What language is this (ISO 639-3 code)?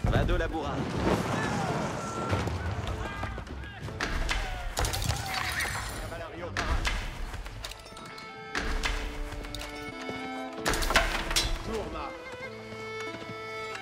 fra